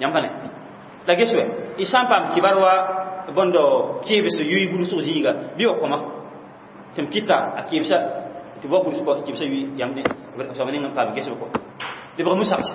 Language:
Mossi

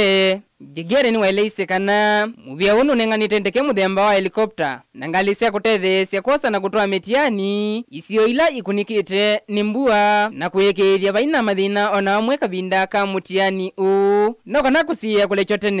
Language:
Kamba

